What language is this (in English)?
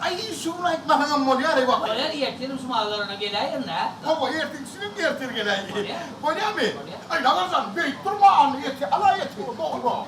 Turkmen